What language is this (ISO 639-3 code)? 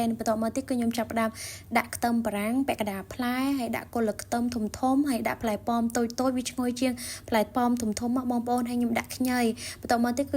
khm